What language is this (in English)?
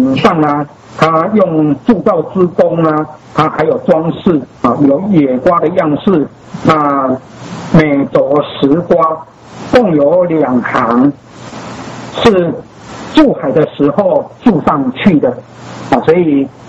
Chinese